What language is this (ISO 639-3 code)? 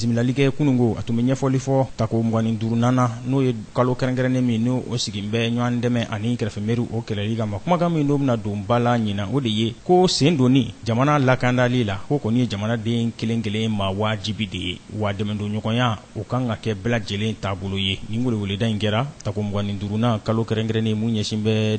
bam